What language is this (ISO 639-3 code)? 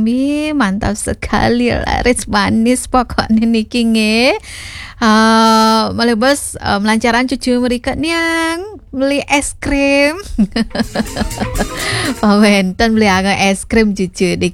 ban